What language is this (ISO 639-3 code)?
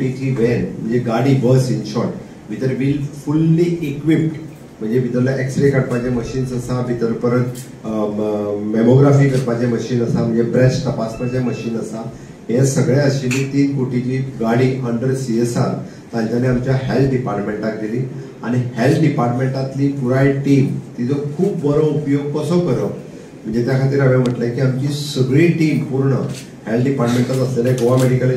kok